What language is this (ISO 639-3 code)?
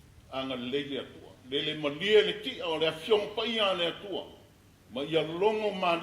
smo